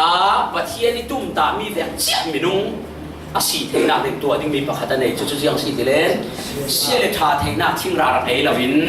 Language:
Falam Chin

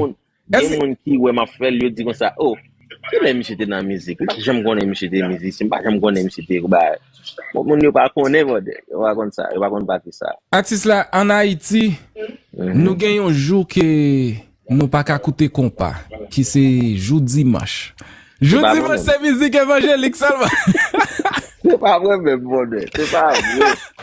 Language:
Haitian Creole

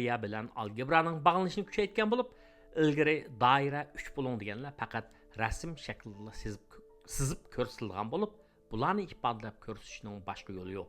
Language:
Uyghur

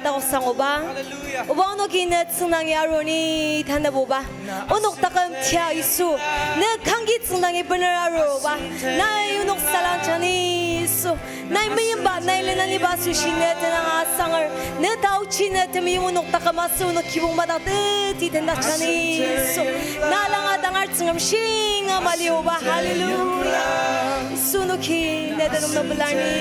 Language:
Ao Naga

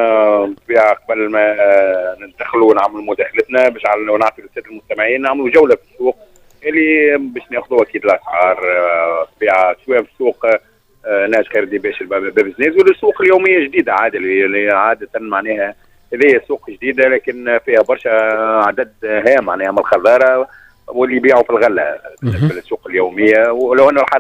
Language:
Tunisian Arabic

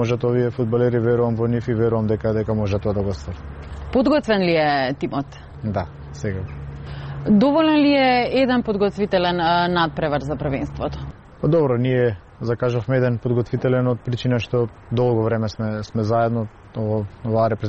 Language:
Macedonian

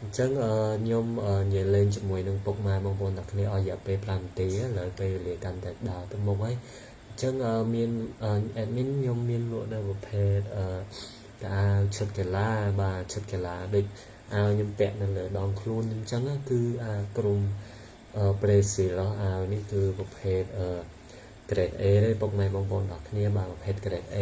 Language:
Khmer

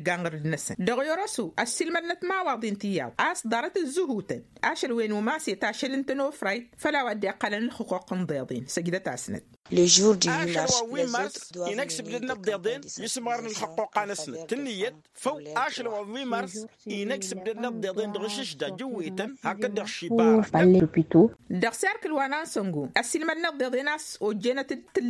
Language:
Tamasheq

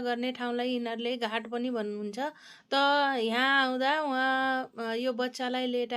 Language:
Nepali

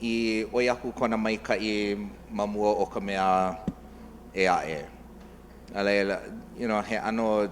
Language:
Hawaiian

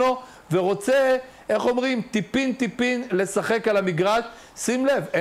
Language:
Hebrew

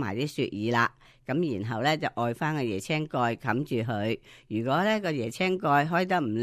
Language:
Cantonese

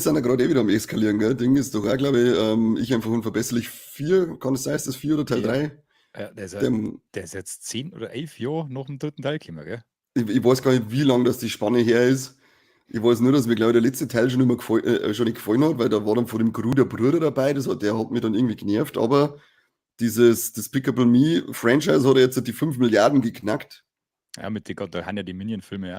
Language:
Bavarian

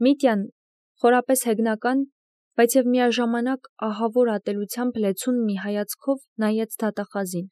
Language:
Armenian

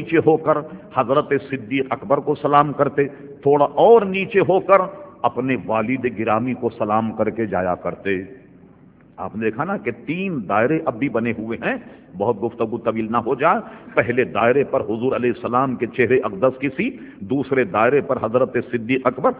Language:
Urdu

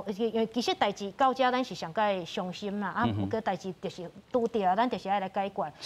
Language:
Min Nan Chinese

